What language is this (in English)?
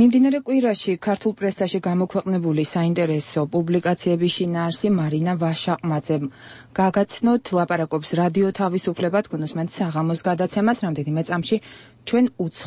Georgian